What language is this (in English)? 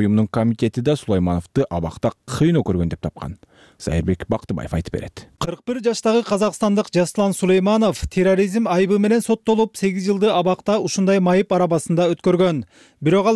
Kyrgyz